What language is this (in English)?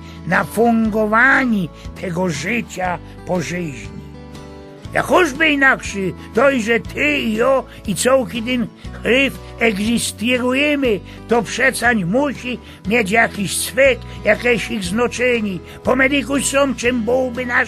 Silesian